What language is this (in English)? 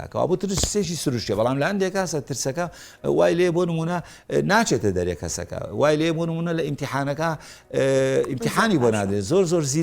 Central Kurdish